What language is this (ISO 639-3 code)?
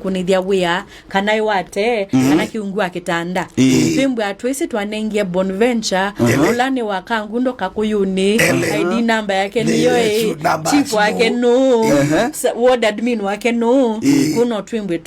kam